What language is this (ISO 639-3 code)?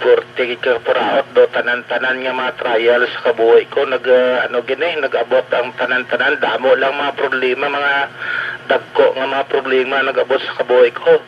hil